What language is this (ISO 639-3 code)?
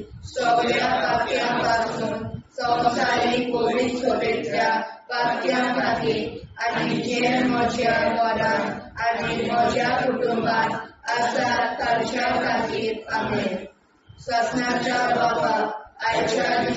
kok